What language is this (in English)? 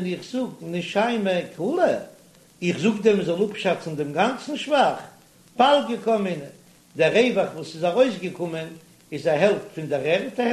Yiddish